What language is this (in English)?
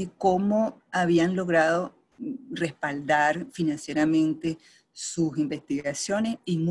Spanish